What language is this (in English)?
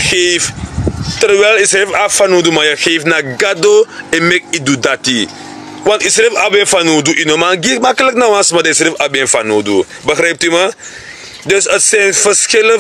Sranan Tongo